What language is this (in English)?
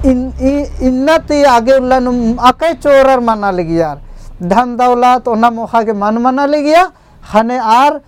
Kurukh